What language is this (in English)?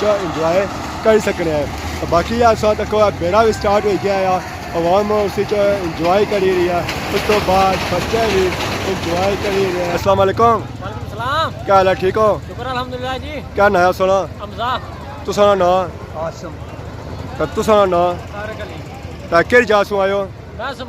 Pahari-Potwari